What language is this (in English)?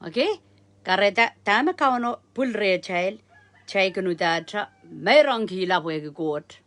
Pohnpeian